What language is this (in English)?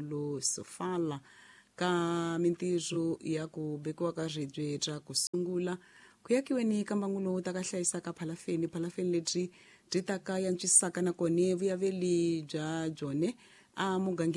Tsonga